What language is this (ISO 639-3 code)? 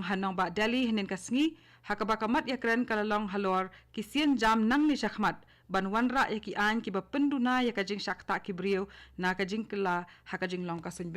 kha